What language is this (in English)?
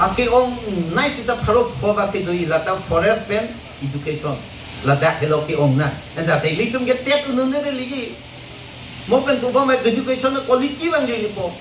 Karbi